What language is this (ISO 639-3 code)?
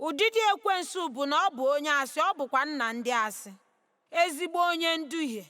ibo